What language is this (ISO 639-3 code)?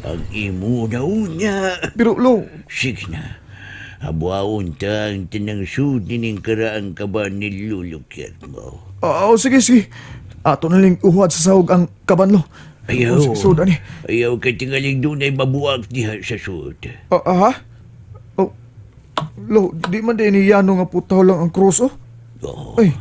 ceb